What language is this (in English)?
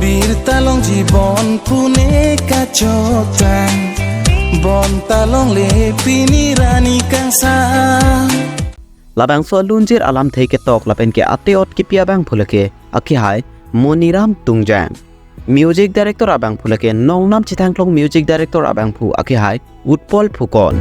Karbi